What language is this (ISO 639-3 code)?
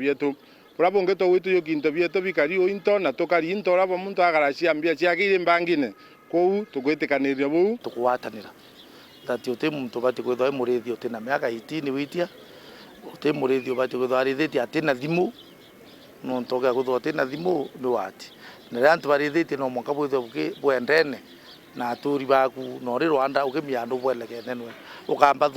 mer